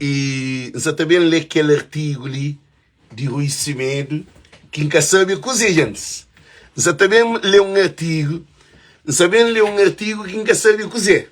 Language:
Kabuverdianu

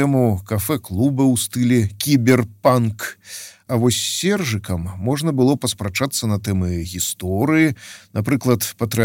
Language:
Belarusian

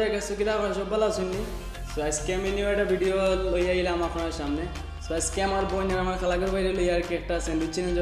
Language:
Sylheti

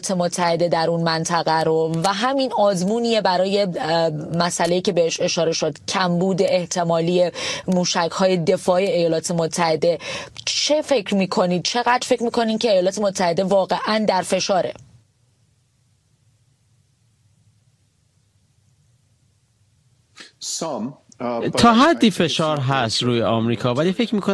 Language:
Persian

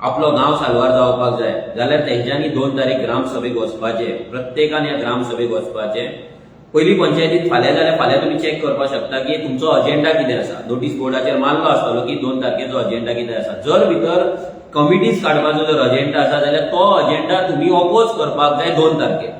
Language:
Konkani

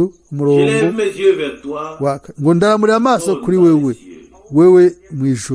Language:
Rundi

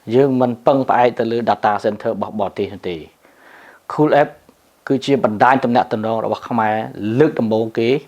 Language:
Khmer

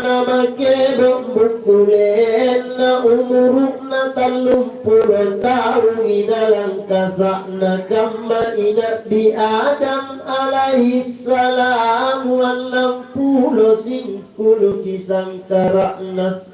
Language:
Makasar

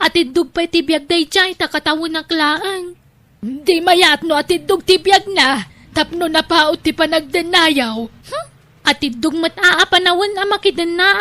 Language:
Iloko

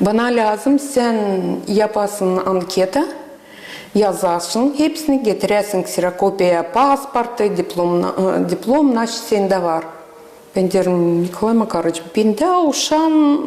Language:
Gagauz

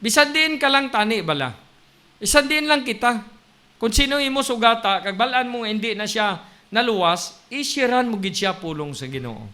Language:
Hiligaynon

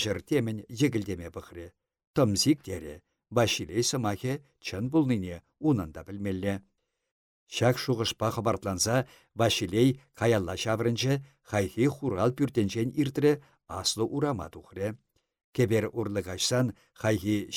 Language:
Chuvash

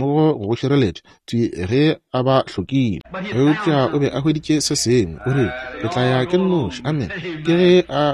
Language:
Northern Sotho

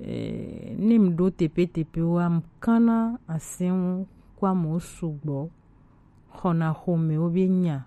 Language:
Gen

